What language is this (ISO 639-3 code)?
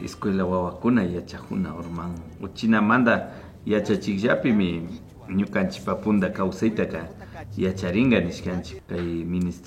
qvi